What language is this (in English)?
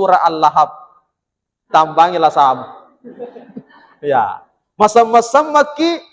Buginese